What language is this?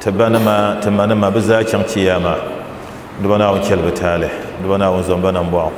Dagbani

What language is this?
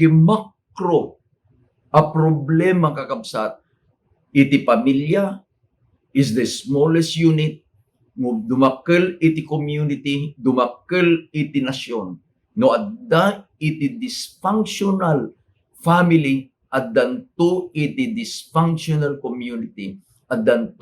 Iloko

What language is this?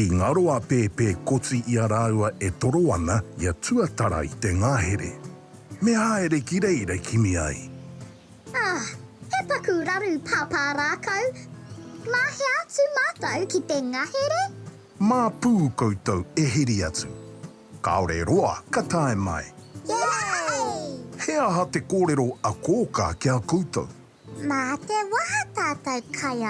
Māori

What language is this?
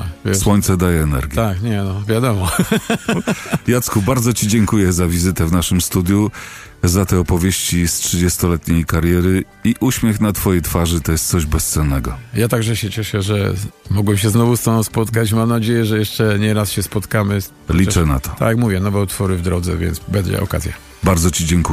Polish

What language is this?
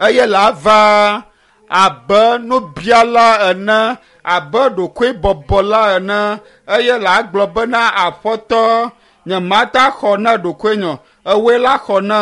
Ewe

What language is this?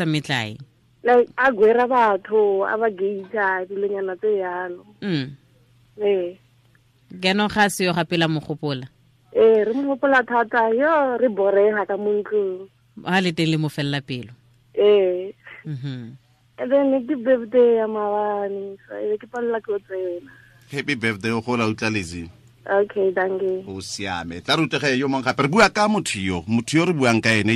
Tswana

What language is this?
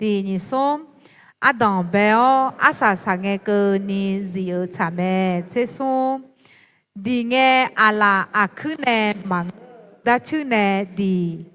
Akha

